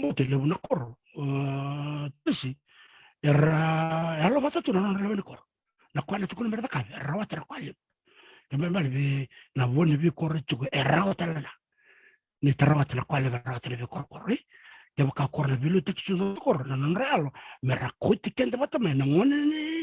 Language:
Fijian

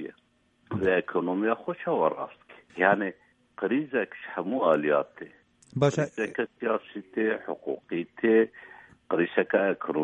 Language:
Kurdish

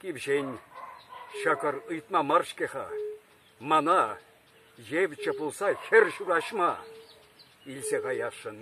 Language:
Chuvash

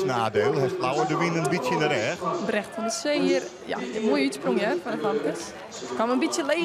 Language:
Western Frisian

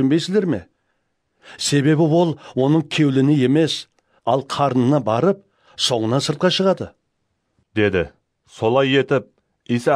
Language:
Kara-Kalpak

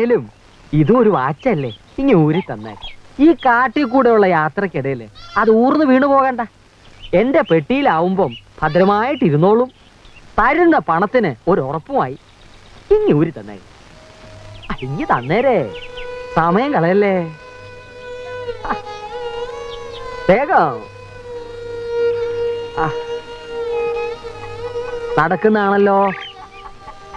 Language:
Malayalam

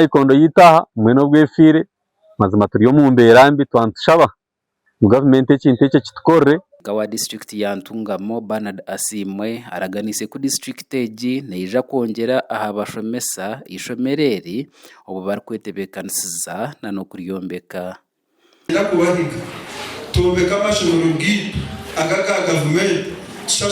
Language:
Nyankole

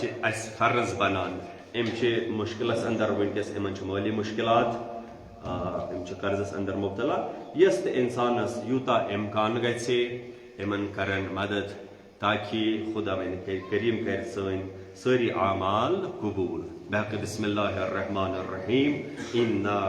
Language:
Kashmiri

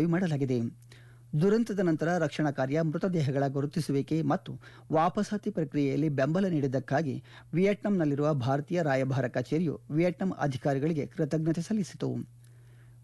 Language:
Kannada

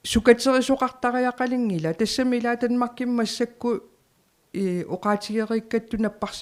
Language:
Kalaallisut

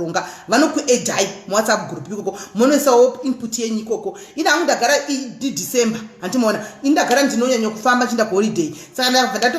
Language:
Shona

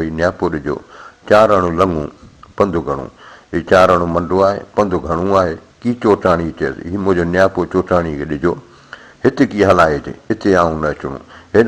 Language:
Sindhi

